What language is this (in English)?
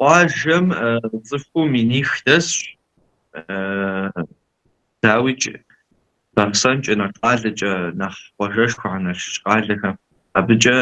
Kabardian